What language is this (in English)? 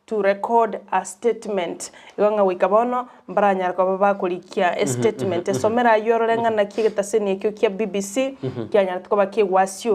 Gusii